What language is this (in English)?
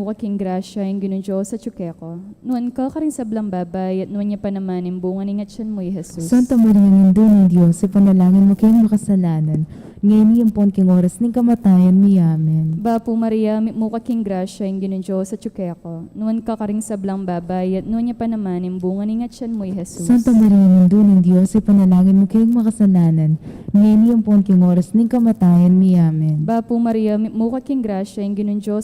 Pampanga